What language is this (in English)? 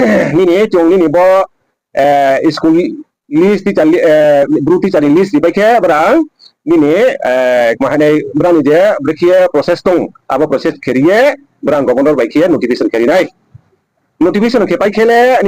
Riang (India)